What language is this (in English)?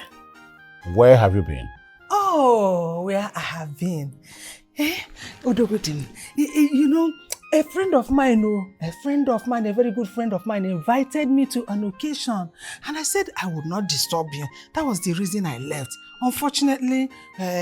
Nigerian Pidgin